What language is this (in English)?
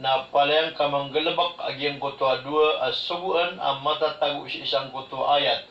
Maranao